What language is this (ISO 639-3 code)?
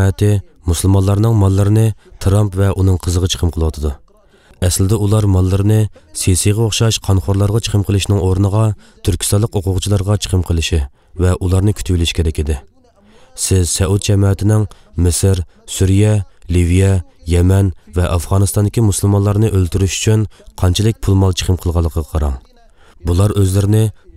uig